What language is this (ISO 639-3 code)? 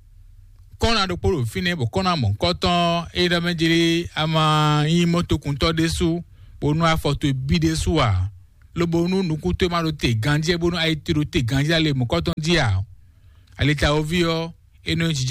fon